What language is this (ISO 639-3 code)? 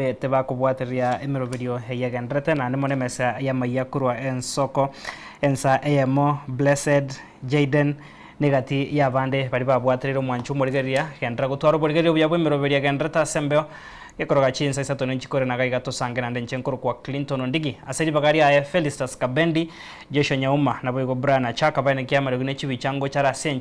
guz